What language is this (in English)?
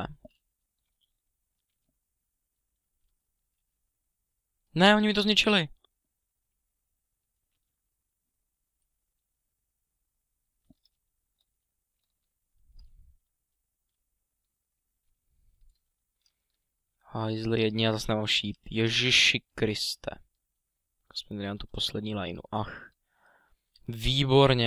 Czech